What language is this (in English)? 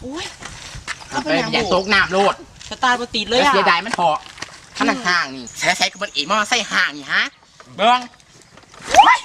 Northeastern Thai